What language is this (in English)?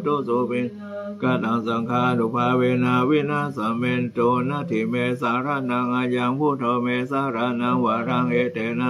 Pali